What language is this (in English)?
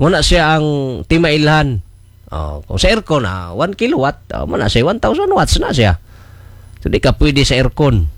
Cebuano